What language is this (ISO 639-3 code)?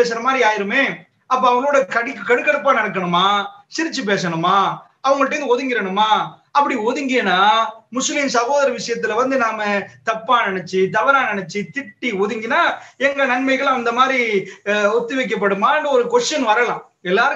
tam